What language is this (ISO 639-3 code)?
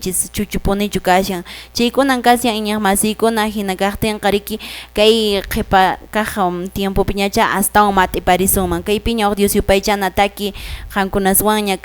que